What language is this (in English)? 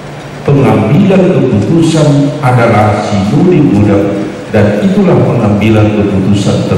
Indonesian